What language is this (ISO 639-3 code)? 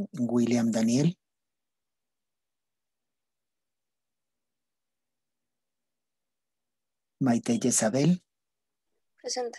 spa